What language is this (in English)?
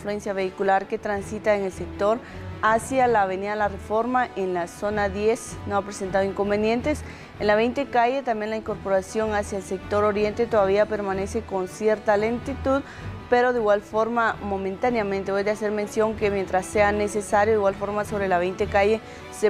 Spanish